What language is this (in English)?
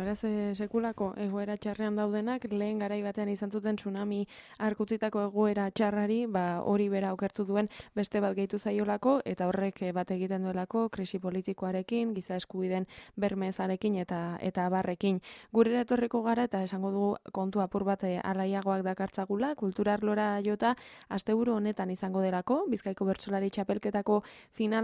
Basque